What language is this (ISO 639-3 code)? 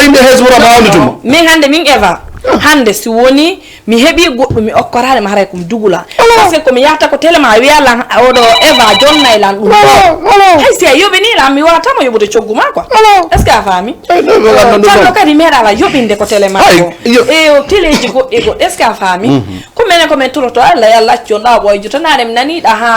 ful